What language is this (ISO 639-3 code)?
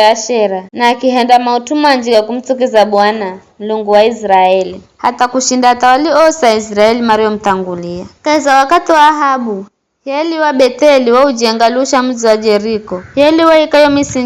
nyf